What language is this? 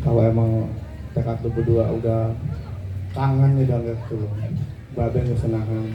Betawi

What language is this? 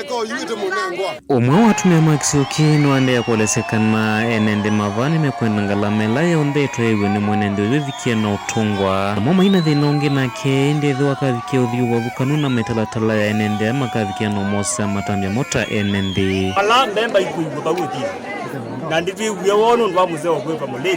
Kamba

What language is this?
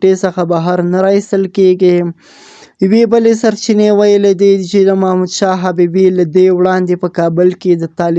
Pashto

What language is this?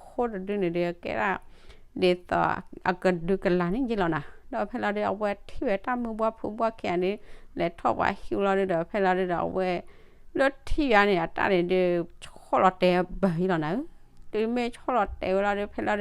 S'gaw Karen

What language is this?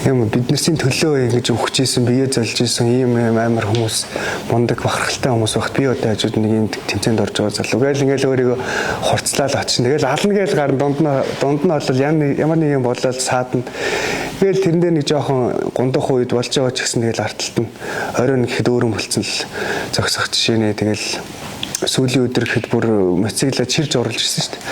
Mongolian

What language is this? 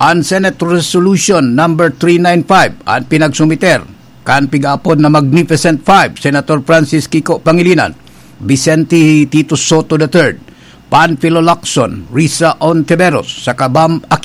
Bikol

